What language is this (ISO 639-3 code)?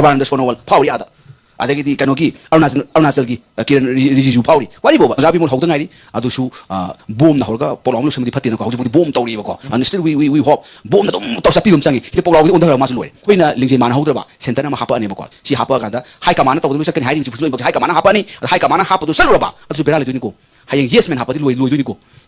mni